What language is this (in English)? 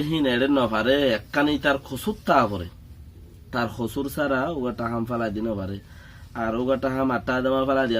Rohingya